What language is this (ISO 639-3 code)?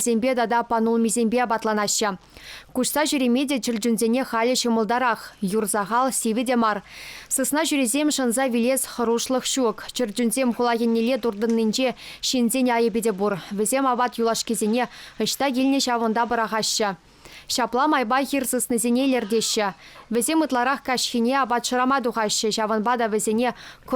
chv